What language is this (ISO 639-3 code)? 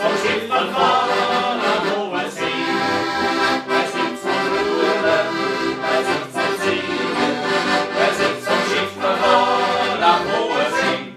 bar